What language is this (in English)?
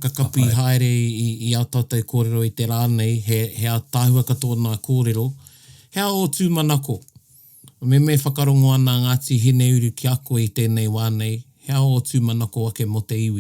Māori